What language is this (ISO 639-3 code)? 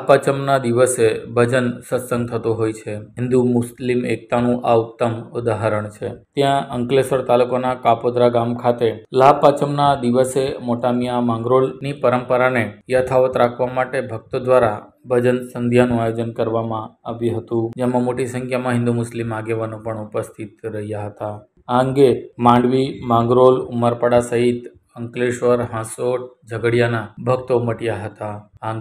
guj